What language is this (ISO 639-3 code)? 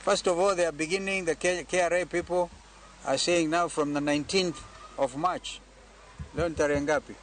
luo